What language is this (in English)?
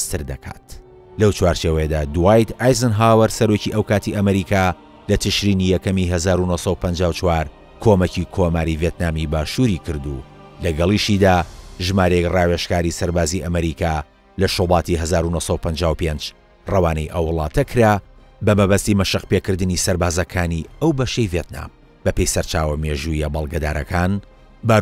Central Kurdish